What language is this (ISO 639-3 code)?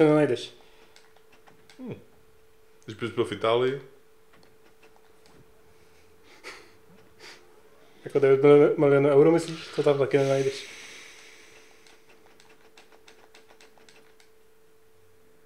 ces